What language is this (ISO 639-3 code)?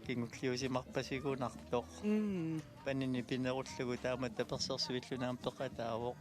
kal